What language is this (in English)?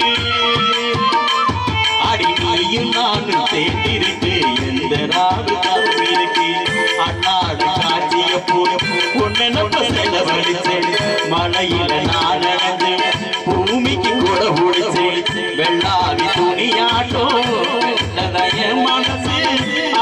Tamil